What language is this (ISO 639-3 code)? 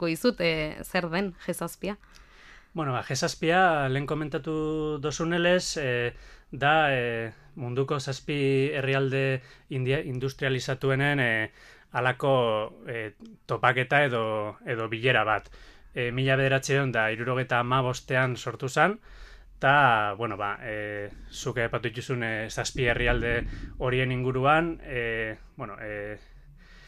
eus